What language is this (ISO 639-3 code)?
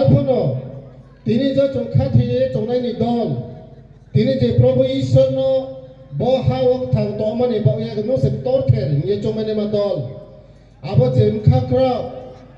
ria